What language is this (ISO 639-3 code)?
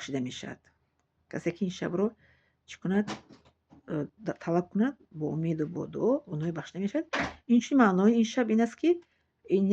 tgk